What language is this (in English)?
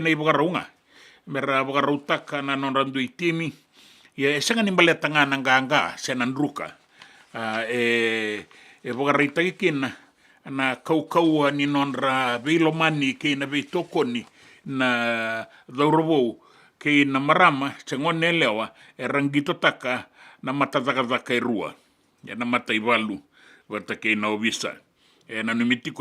Fijian